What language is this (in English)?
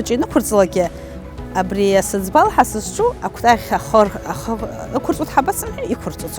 Abkhazian